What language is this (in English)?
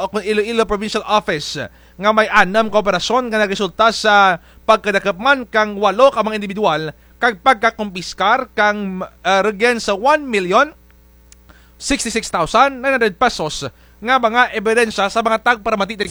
Kinaray-a